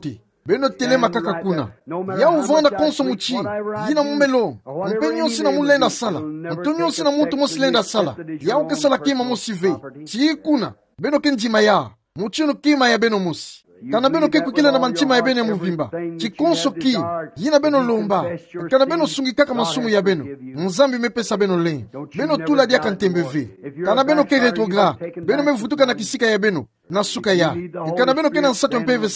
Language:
Kituba (Democratic Republic of Congo)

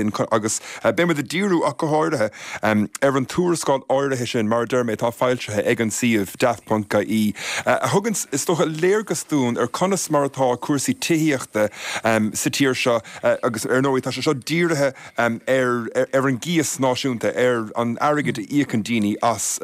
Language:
Irish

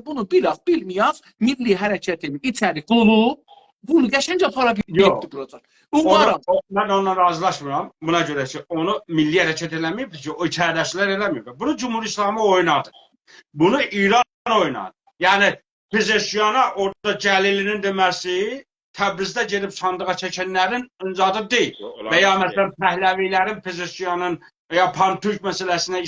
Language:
South Azerbaijani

